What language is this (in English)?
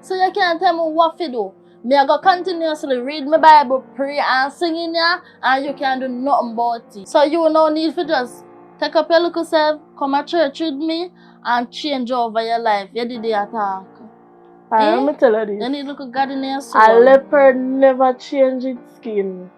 Jamaican Creole English